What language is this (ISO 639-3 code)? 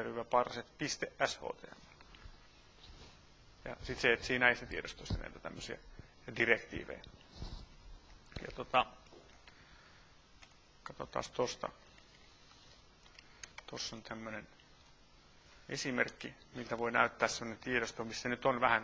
fin